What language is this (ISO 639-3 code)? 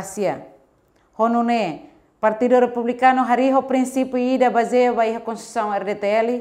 tet